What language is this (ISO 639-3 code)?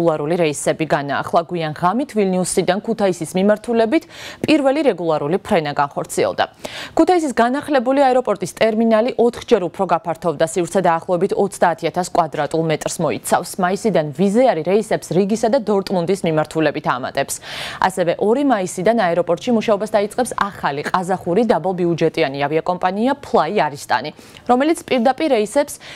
kat